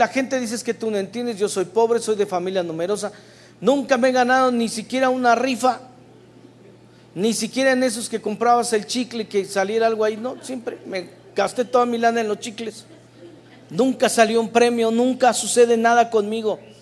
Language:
Spanish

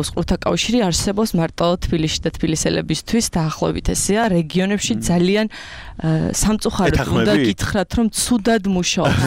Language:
Georgian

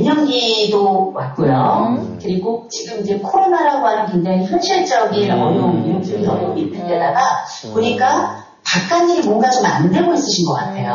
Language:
Korean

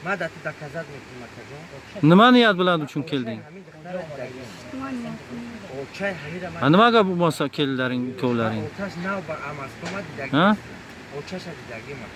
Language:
Tajik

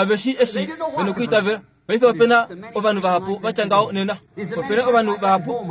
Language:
Kuanyama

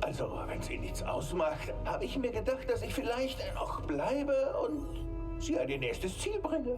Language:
Bavarian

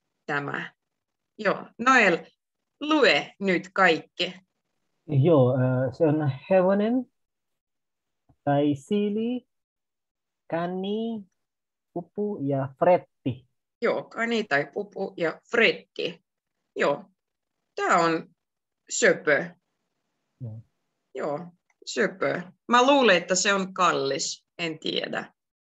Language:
Finnish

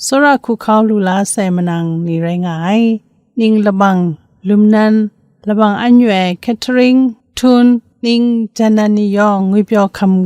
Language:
Kachin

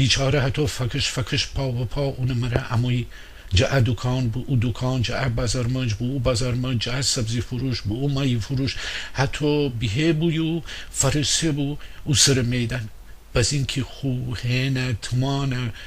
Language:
Gilaki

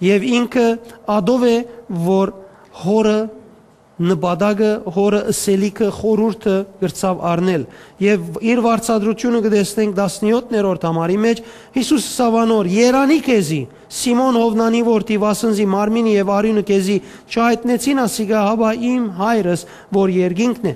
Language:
Western Armenian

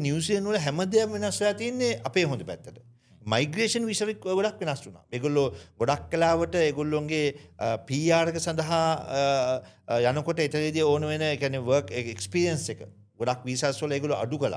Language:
Sinhala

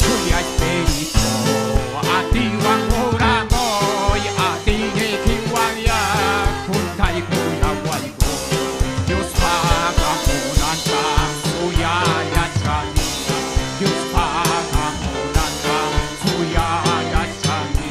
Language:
Ayacucho Quechua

